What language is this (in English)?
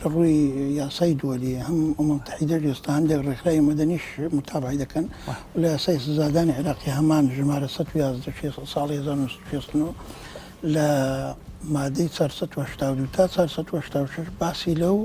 Central Kurdish